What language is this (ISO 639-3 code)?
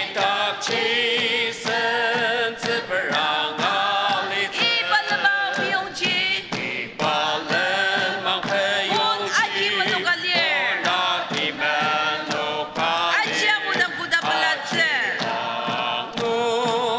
njo